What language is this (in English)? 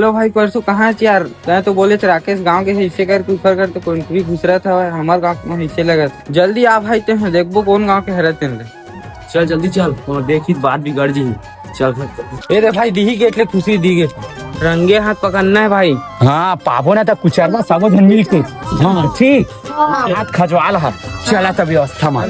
Chhattisgarhi